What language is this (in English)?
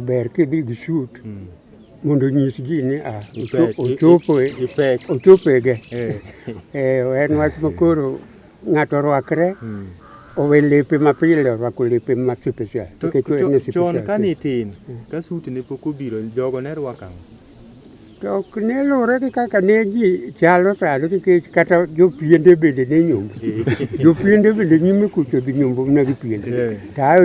Luo (Kenya and Tanzania)